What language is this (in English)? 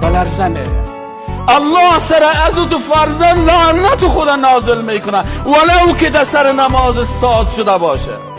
Persian